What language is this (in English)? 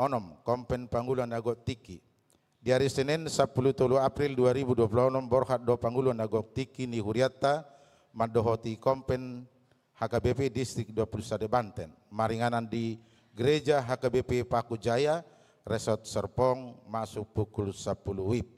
Batak Toba